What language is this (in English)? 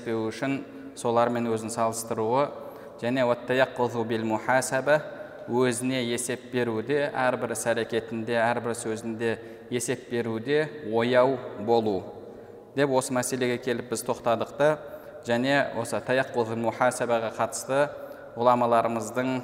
Kazakh